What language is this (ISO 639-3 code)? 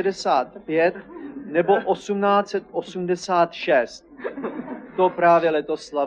ces